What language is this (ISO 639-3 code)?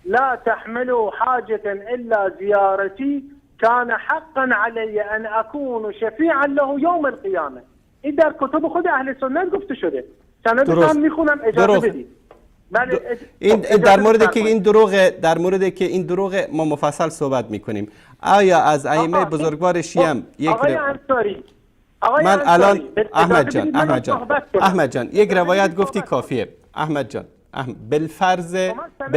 fas